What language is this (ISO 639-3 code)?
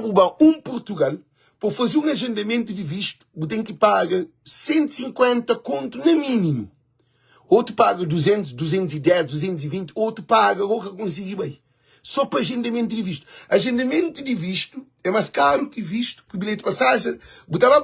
kea